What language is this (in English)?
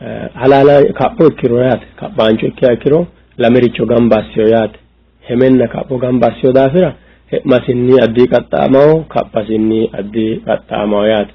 Sidamo